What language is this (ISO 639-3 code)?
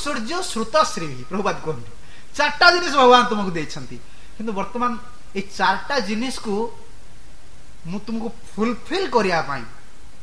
ori